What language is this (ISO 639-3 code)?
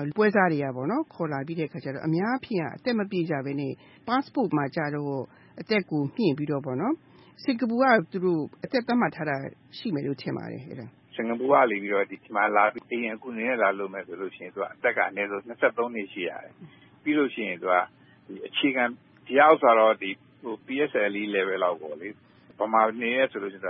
mya